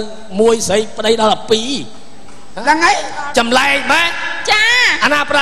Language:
Khmer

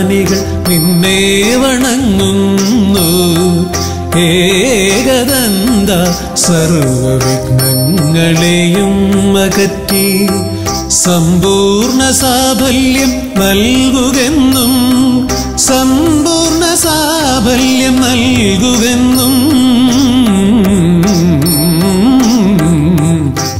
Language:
Malayalam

